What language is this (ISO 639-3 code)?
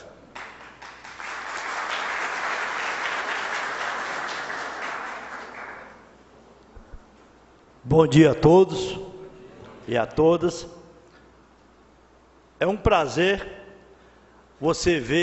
por